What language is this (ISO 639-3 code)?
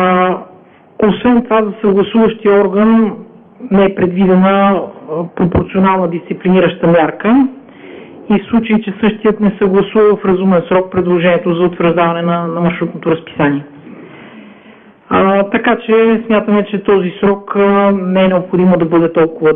bul